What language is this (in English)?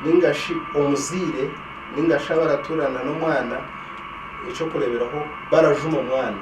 Nyankole